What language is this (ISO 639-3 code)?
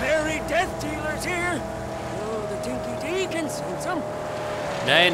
bar